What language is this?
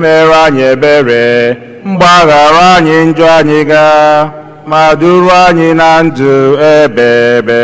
Igbo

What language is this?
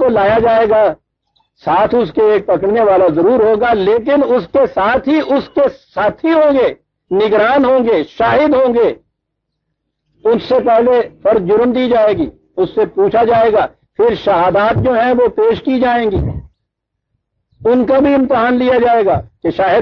Urdu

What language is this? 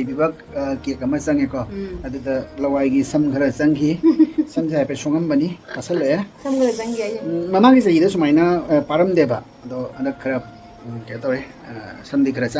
Manipuri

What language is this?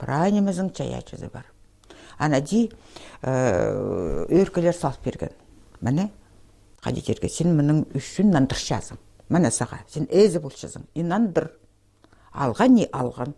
Khakas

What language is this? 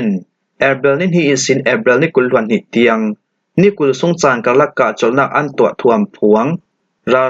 Falam Chin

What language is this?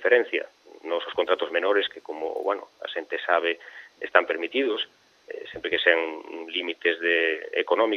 Galician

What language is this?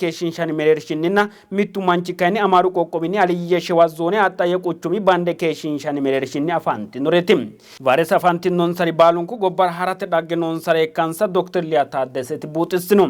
Sidamo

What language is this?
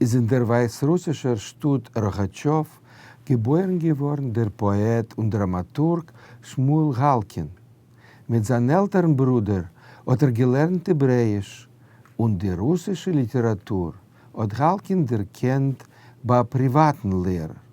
Yiddish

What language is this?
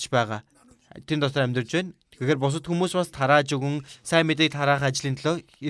Mongolian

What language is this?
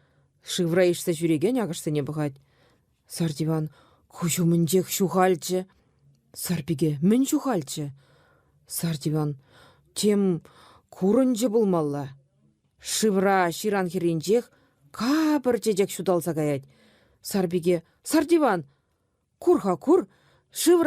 Chuvash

